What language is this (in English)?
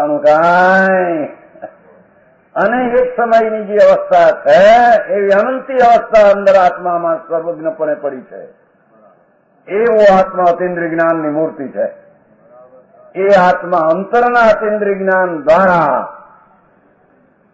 Gujarati